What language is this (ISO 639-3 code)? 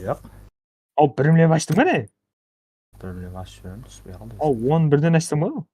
kaa